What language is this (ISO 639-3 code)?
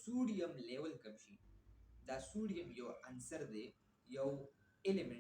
pus